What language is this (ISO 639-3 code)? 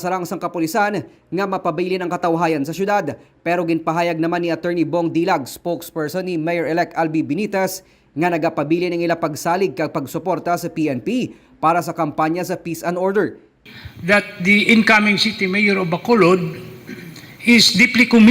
hil